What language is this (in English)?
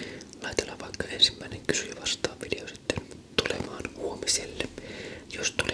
Finnish